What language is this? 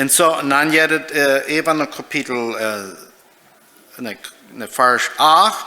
Plautdietsch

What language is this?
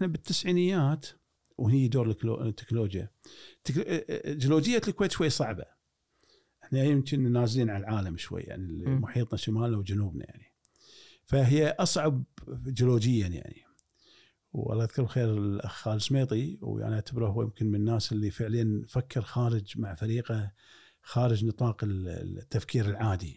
Gulf Arabic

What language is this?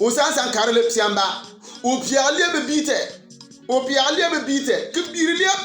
Bimoba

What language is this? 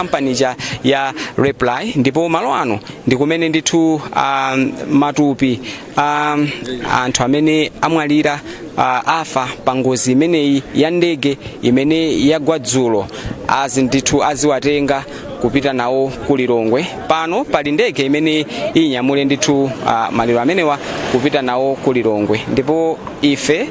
Nyanja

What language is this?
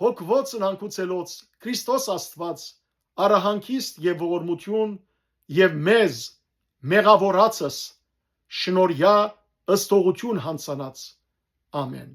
Western Armenian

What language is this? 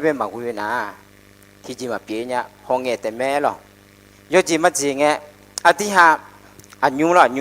Akha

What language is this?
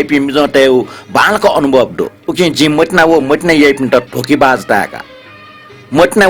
Newari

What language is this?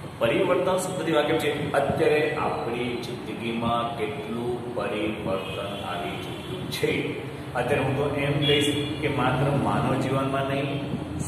Gujarati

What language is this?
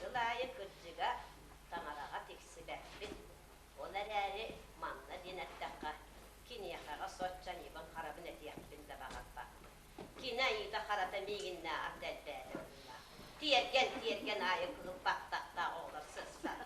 Yakut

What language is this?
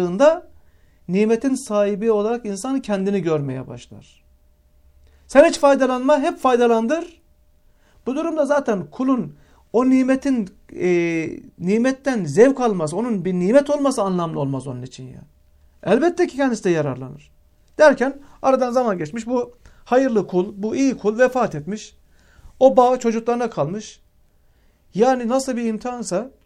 Turkish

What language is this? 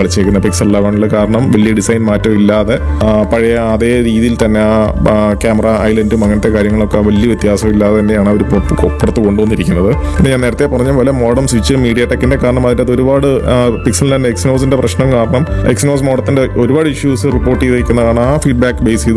Malayalam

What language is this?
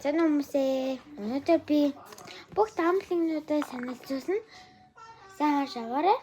Mongolian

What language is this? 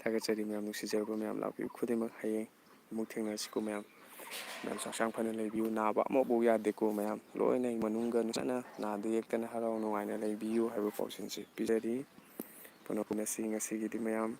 Manipuri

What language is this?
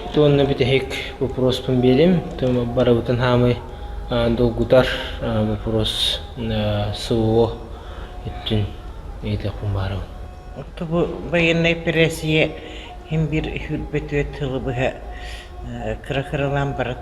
Yakut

